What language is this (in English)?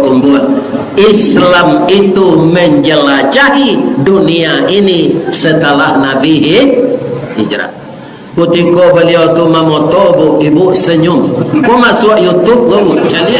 Minangkabau